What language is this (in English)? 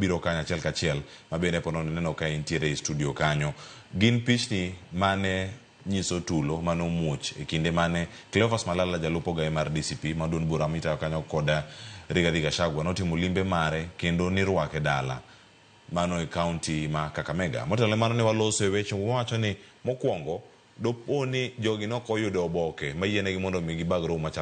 Luo (Kenya and Tanzania)